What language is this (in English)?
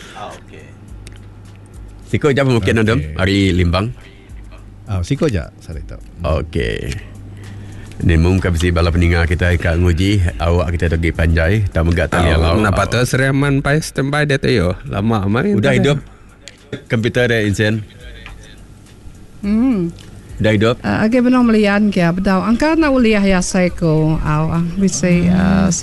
Iban